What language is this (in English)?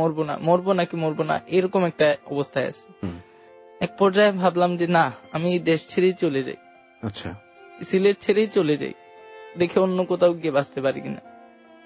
Bangla